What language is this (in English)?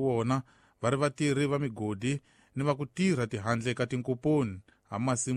Tsonga